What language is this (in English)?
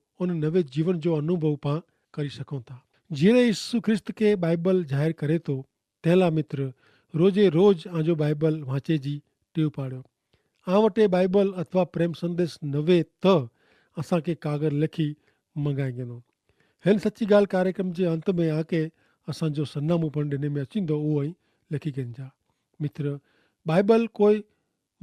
Kachhi